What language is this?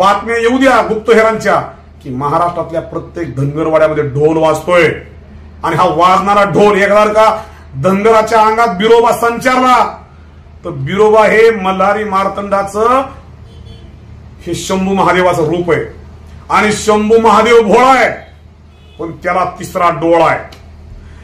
Marathi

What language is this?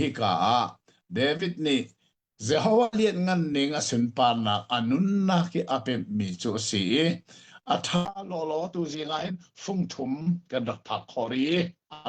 Hakha Chin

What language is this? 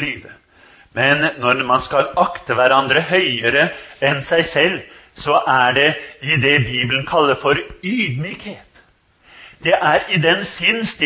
Norwegian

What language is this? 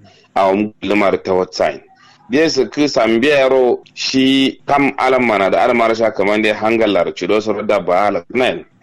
Kanuri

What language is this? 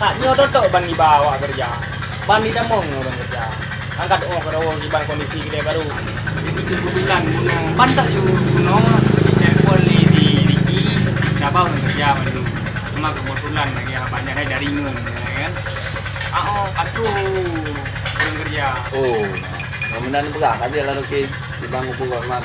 Achinese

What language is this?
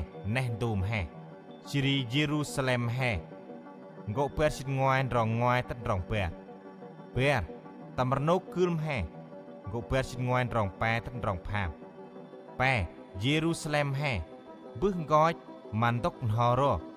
Central Mnong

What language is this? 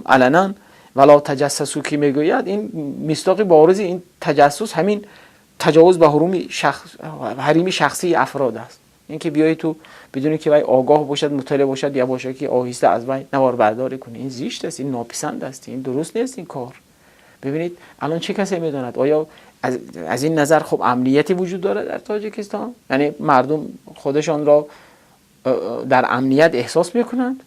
Tajik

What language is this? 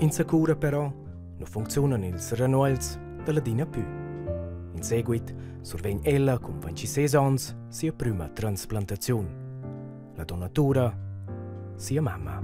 Romansh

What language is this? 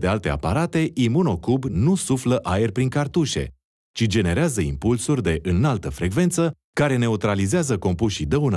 Romanian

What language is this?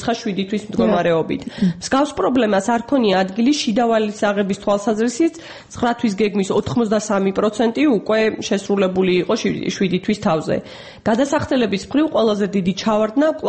Georgian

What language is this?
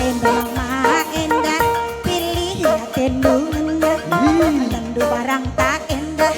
Batak Karo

